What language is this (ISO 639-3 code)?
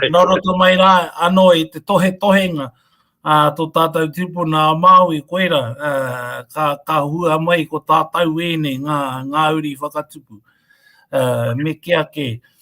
mri